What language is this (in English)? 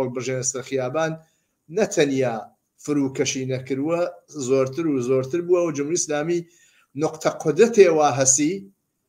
Central Kurdish